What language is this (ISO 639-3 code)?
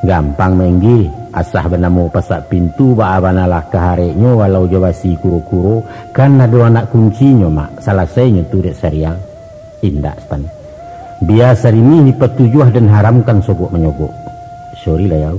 min